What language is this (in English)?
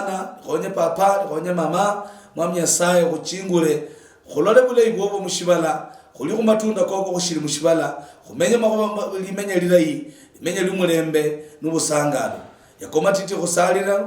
Luyia